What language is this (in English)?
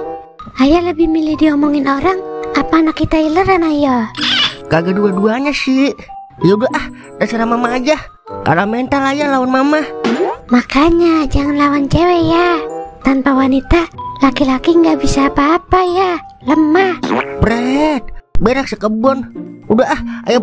Betawi